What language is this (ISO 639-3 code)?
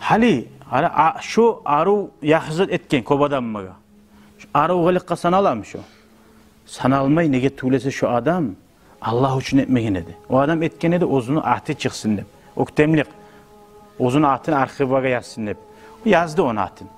kum